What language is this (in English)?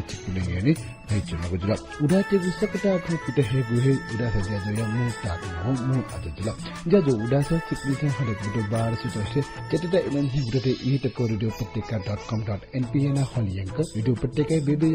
Newari